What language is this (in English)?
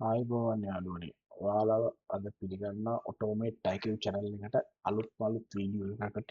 Sinhala